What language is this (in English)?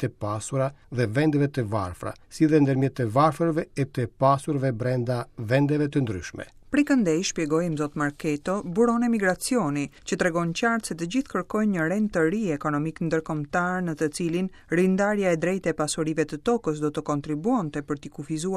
Albanian